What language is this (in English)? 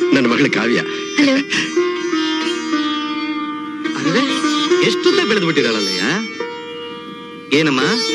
Kannada